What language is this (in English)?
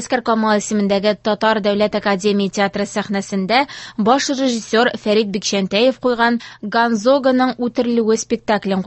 Tatar